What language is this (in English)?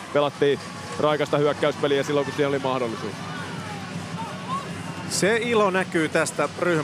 Finnish